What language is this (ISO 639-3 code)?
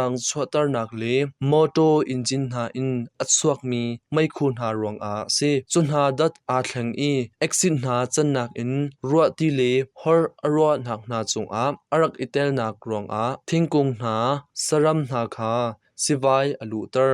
cnh